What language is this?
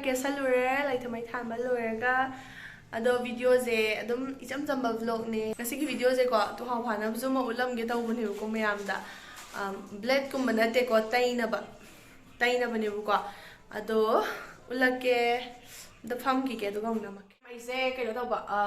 Manipuri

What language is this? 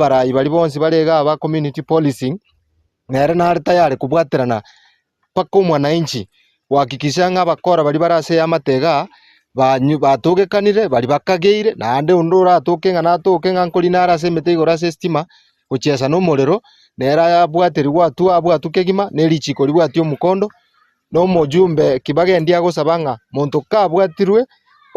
Gusii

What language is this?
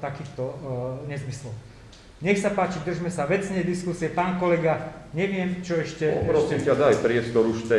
Slovak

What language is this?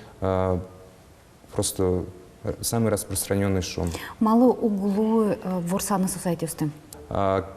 Udmurt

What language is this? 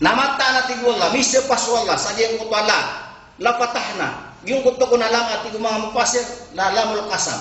Maranao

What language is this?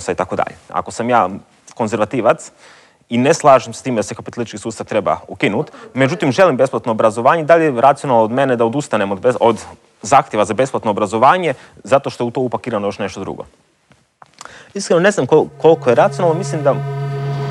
Croatian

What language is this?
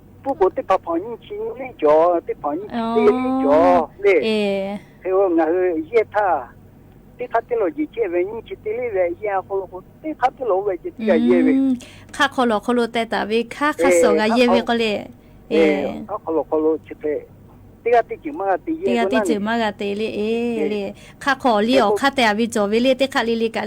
Lahu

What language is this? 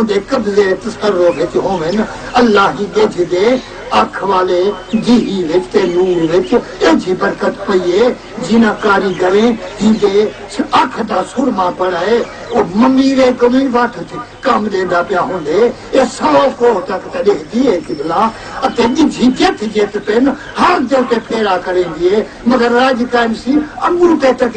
Saraiki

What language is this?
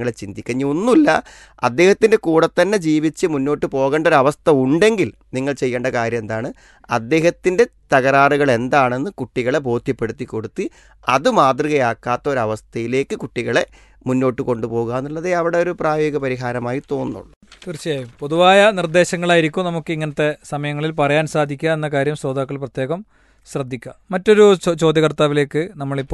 Malayalam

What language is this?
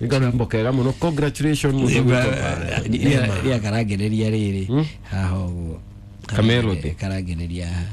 Kikuyu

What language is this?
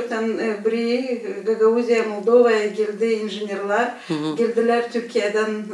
Gagauz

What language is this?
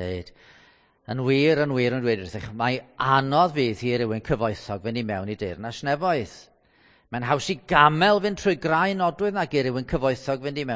Welsh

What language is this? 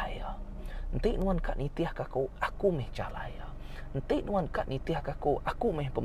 Iban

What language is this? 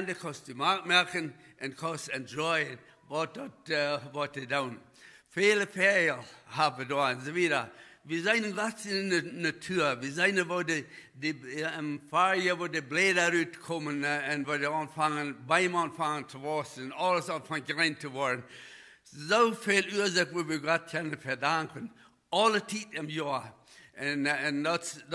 Plautdietsch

